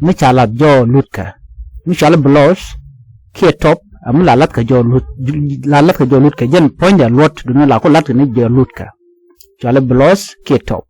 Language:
Nuer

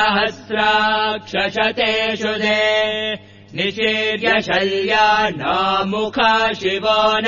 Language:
Sanskrit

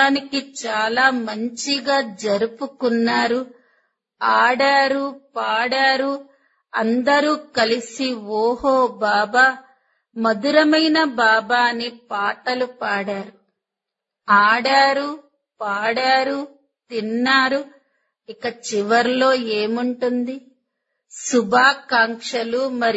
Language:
Telugu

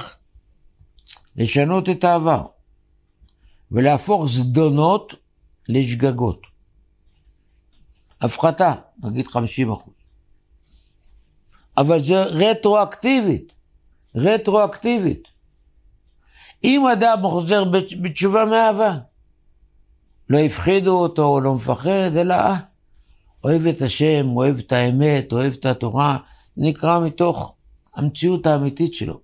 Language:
Hebrew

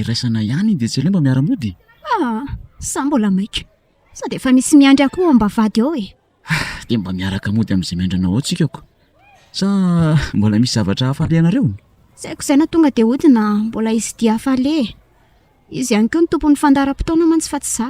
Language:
Malagasy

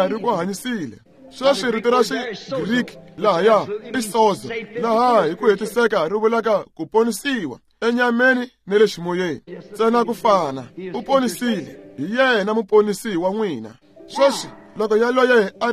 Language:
Tsonga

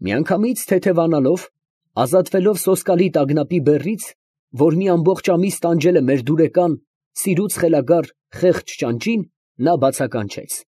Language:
Armenian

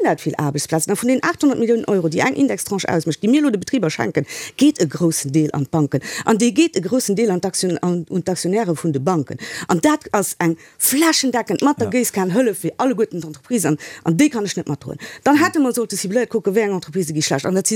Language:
Luxembourgish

